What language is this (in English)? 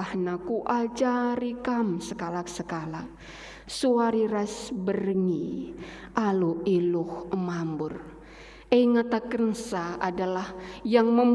Batak Karo